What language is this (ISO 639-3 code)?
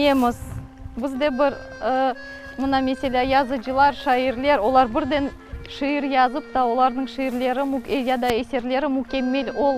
crh